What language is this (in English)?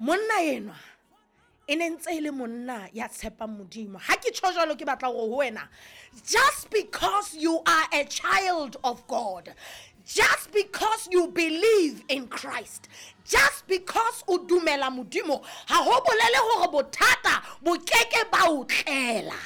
Southern Sotho